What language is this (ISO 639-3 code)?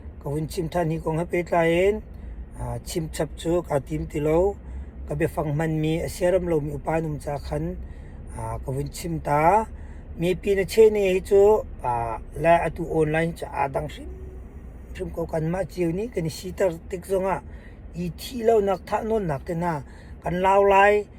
cnh